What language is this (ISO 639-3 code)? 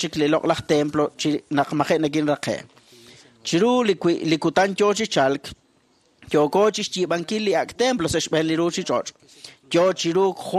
kek